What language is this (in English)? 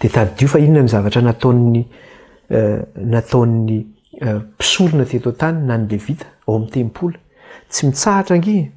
Malagasy